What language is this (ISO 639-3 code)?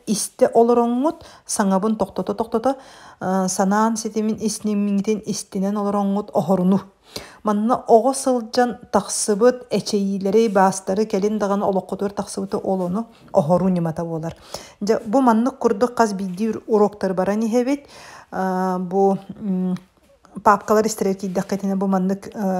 sah